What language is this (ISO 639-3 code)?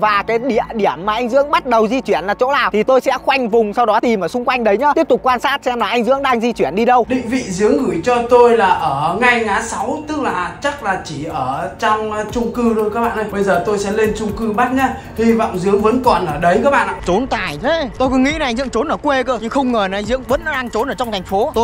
vie